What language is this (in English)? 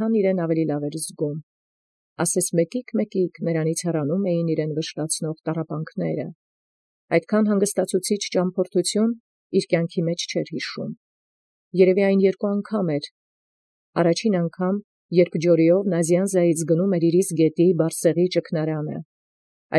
Armenian